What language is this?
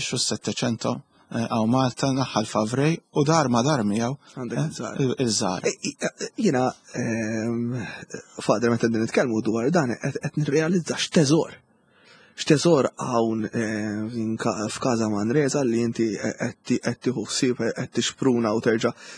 Maltese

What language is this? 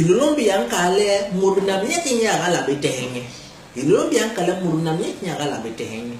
Basaa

